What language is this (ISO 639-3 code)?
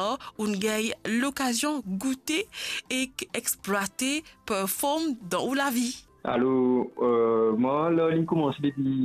mfe